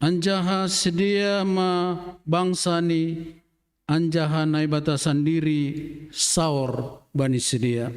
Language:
Batak Simalungun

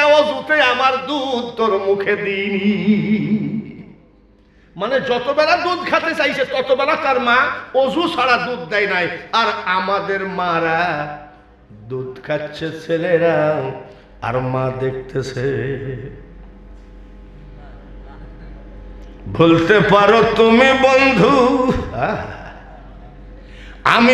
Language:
Bangla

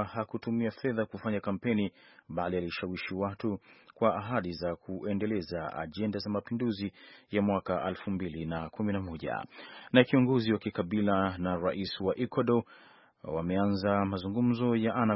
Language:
Swahili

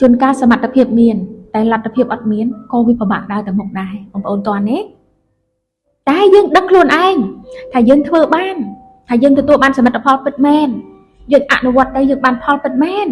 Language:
Khmer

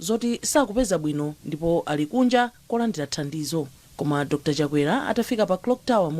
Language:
Nyanja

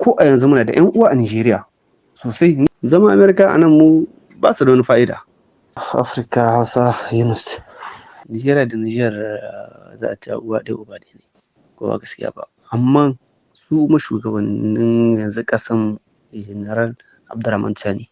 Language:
Hausa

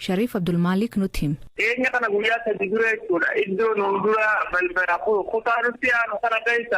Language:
Oromo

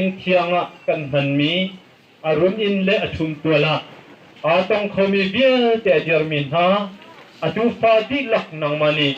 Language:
Hakha Chin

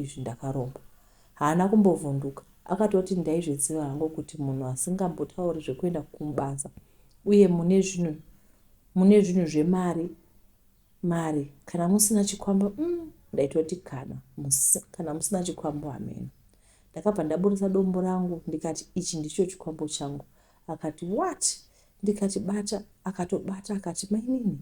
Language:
Shona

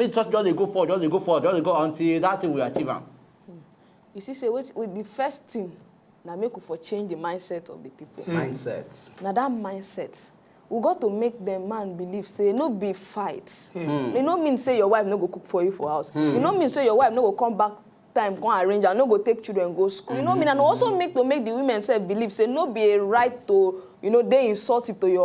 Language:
Nigerian Pidgin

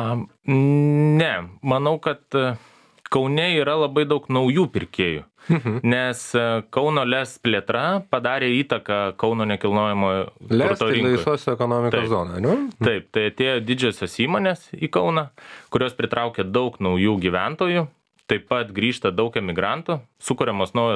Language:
Lithuanian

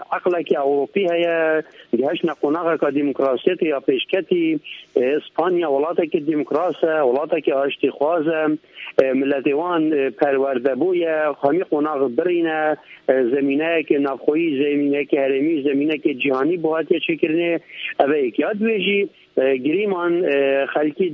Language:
Kurdish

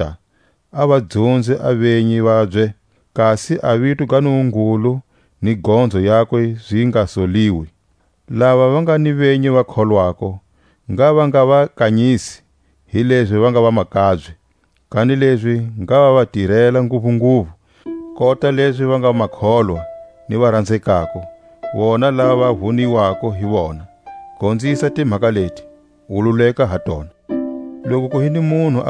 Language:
Tswa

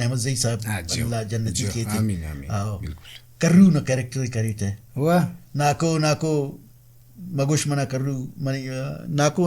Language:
Brahui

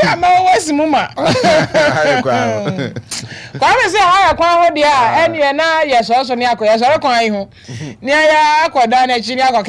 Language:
Akan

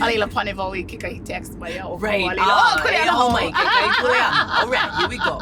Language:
Hawaiian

